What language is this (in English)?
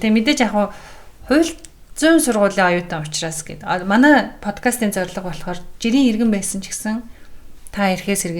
Mongolian